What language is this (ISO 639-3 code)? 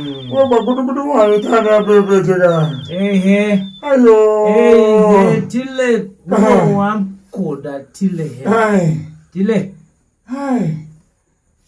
tiv